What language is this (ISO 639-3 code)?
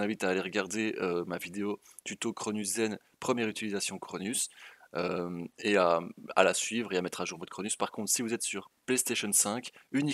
fra